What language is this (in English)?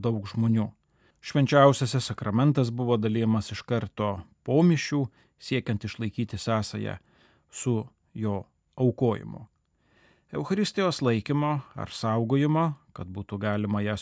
Lithuanian